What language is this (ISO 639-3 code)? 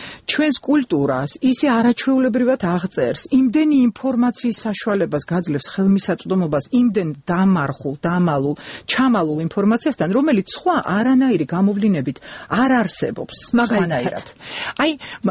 kat